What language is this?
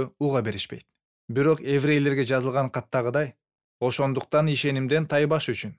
Kyrgyz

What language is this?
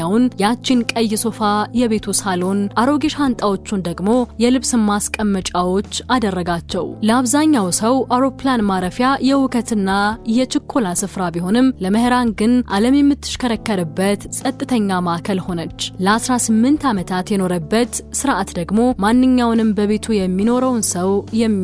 Amharic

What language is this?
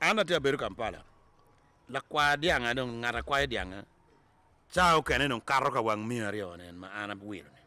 Acoli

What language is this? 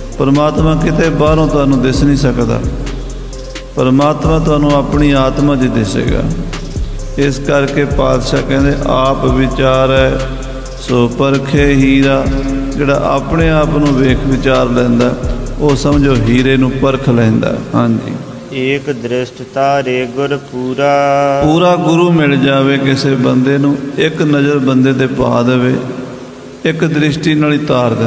Punjabi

